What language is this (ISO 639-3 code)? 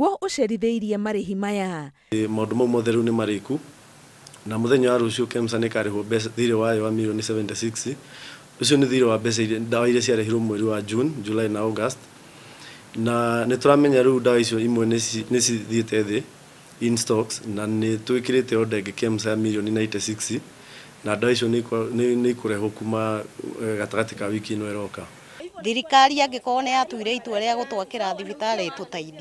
kik